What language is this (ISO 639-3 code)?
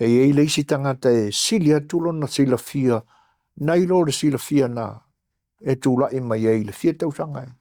smo